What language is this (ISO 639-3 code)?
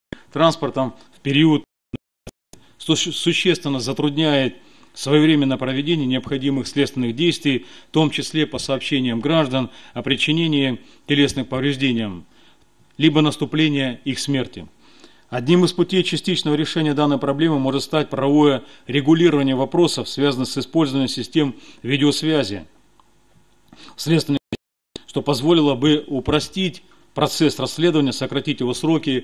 rus